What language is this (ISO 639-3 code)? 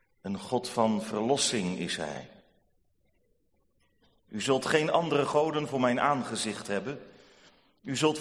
nld